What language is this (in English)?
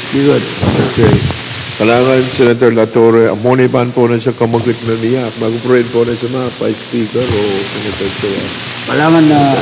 Pohnpeian